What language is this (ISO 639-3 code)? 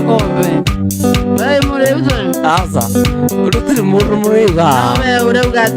kik